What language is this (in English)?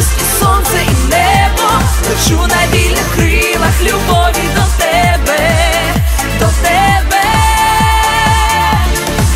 Ukrainian